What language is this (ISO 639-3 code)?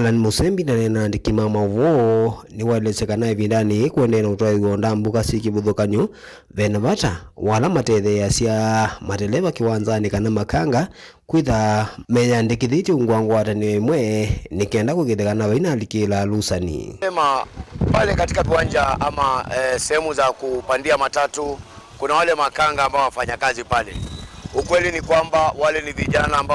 kam